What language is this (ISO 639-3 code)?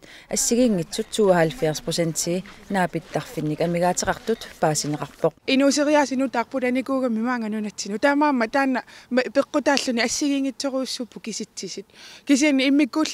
kal